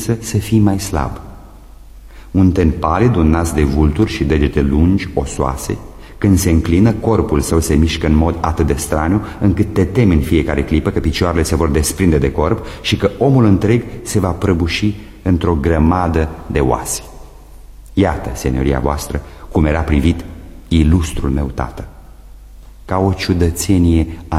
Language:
Romanian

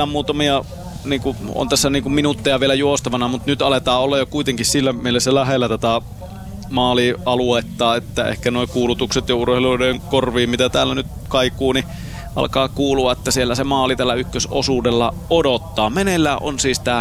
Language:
Finnish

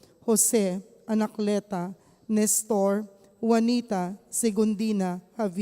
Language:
Pampanga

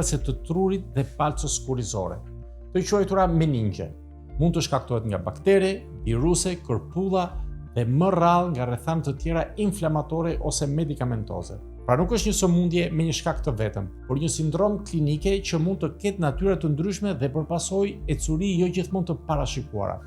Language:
Albanian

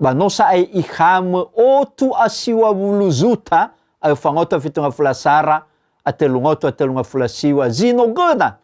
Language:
Nias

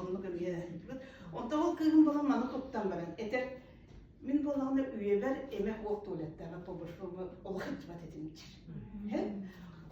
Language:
Yakut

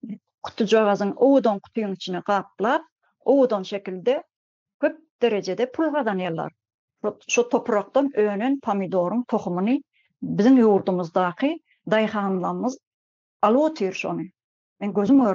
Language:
Turkmen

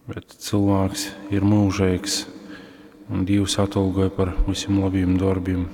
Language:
Latgalian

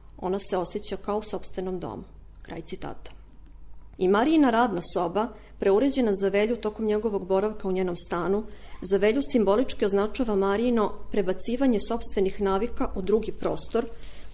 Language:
Serbian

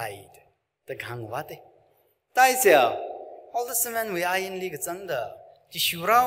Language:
Tangkhul Naga (India)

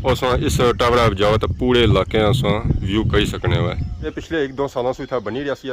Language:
Pahari-Potwari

